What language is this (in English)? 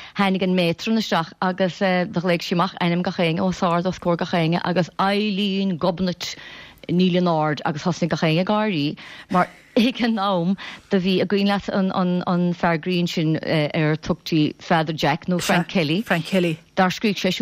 Irish